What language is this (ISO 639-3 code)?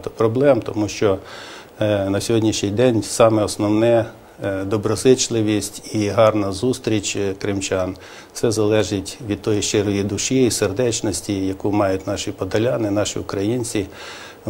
ukr